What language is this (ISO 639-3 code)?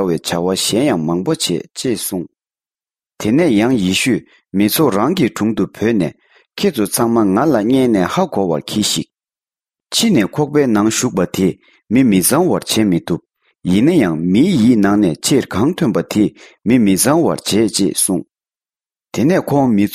bod